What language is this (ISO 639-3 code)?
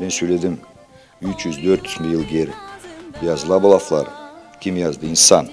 gag